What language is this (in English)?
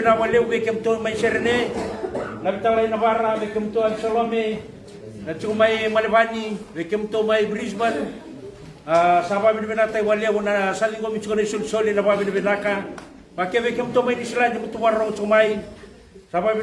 Fijian